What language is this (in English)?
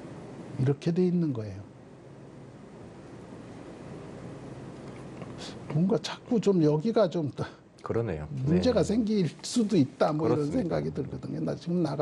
Korean